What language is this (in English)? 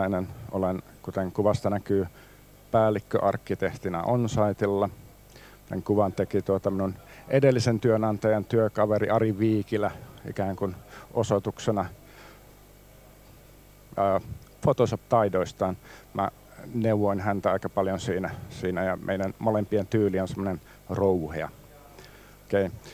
Finnish